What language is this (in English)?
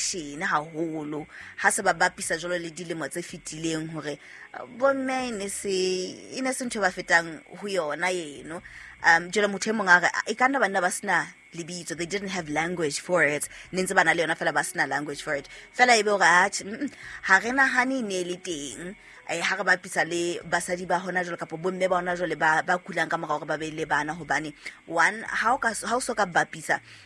Southern Sotho